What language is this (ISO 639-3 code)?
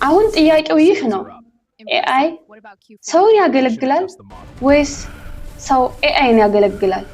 amh